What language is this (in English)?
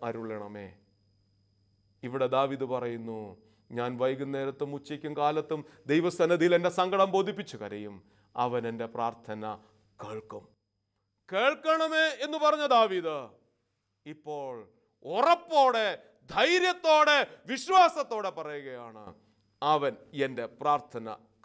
Malayalam